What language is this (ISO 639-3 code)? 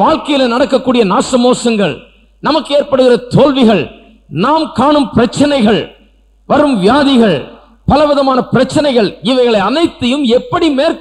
tam